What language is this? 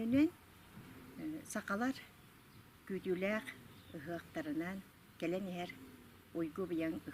Yakut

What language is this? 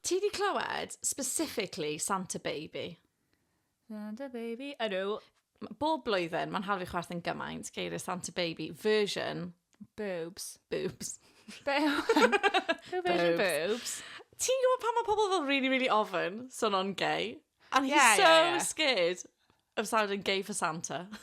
Welsh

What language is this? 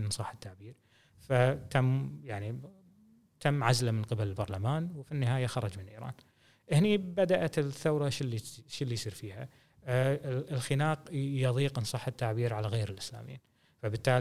Gulf Arabic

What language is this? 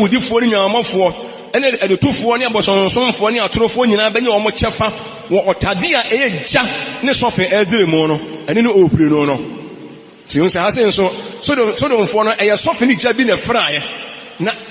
Akan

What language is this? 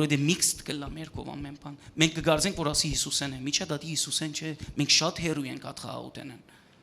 Western Armenian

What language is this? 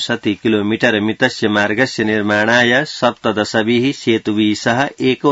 Sanskrit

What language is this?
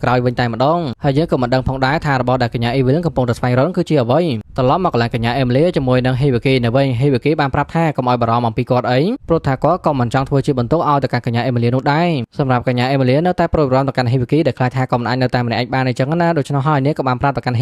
Khmer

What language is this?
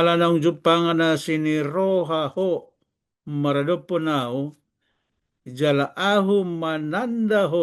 Batak Toba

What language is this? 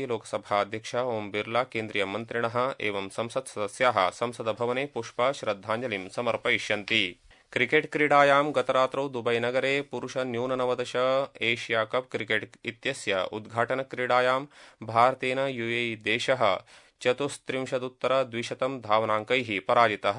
Sanskrit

